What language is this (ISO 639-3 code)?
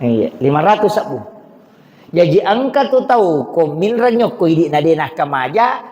bug